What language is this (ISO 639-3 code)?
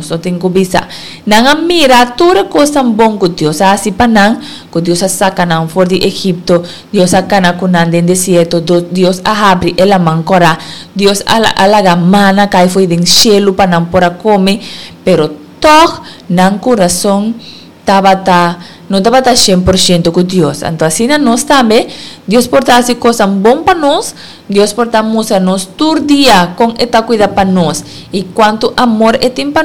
pap